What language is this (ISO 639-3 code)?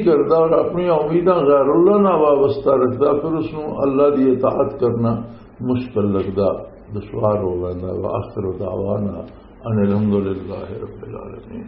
lah